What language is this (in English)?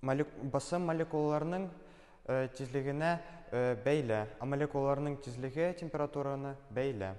Tatar